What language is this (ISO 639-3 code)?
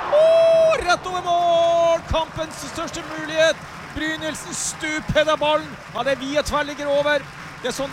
nor